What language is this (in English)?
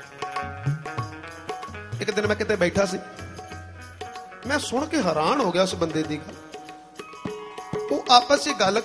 Punjabi